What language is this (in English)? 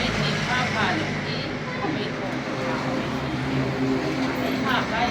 Hmar